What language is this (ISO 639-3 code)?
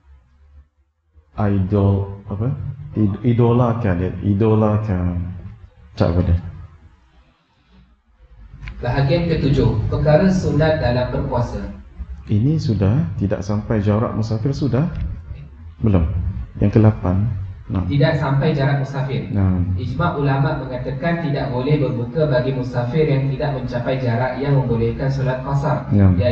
msa